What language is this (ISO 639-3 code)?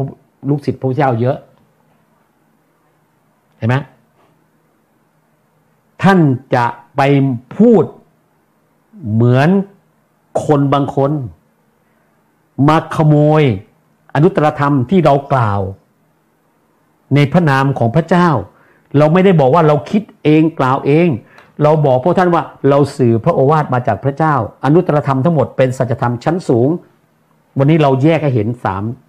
tha